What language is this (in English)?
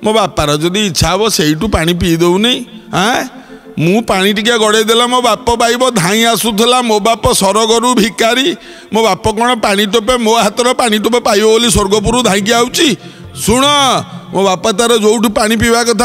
Odia